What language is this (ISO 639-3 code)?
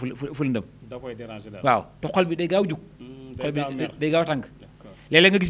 wol